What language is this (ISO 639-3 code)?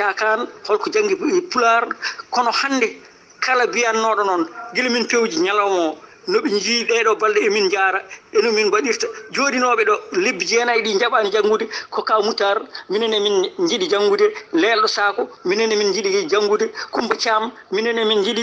ful